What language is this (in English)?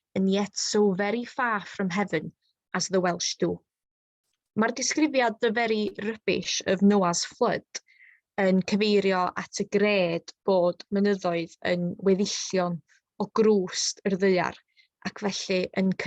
Welsh